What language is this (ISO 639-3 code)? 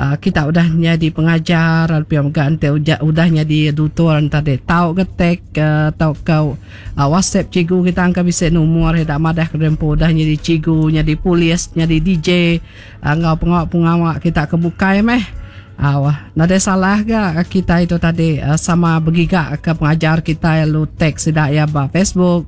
iba